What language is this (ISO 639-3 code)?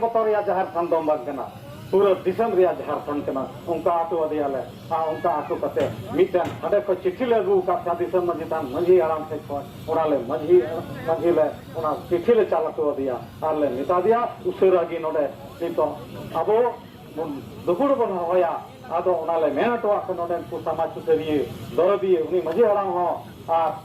sat